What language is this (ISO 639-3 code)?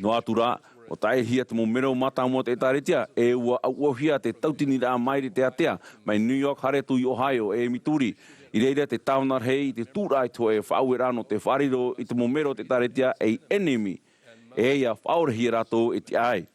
tah